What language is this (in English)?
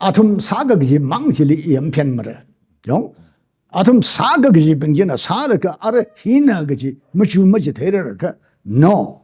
Tangkhul Naga (India)